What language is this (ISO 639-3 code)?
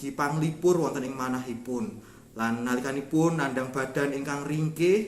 jav